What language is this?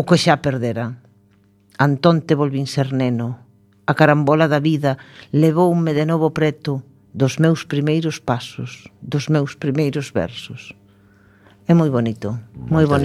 Galician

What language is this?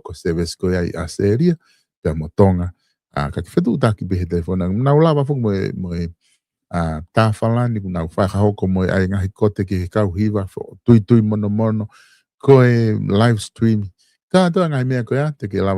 Tongan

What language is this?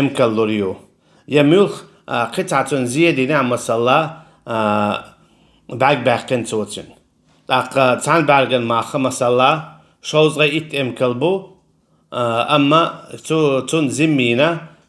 Chechen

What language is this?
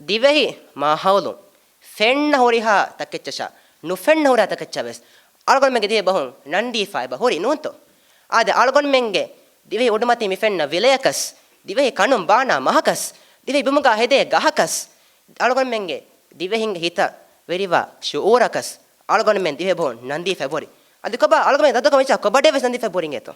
Divehi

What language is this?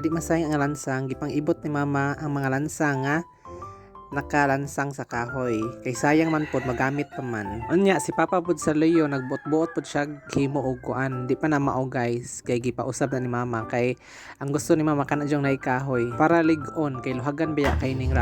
Cebuano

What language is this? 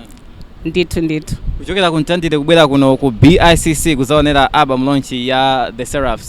Nyanja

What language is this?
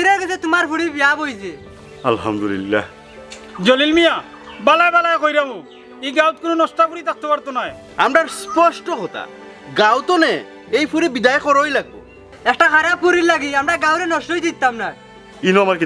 Sylheti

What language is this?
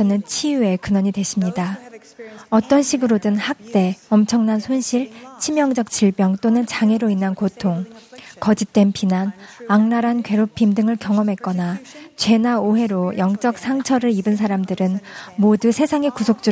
Korean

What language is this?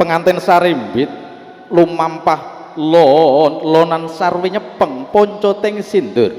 Javanese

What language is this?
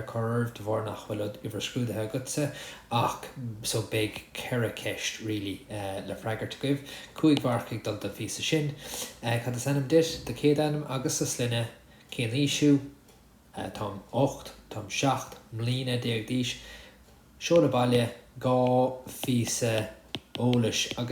Irish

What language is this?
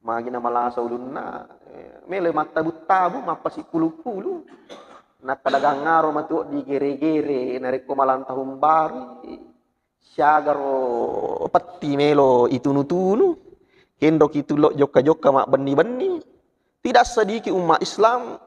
Buginese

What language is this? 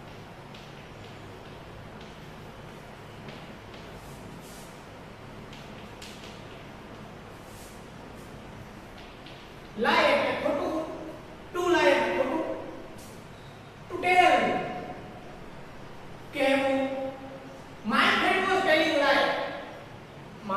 Gujarati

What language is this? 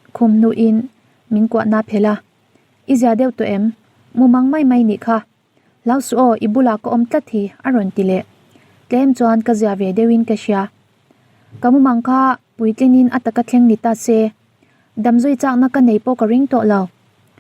Mizo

